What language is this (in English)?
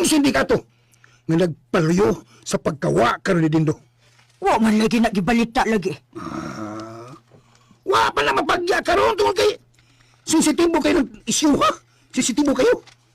Cebuano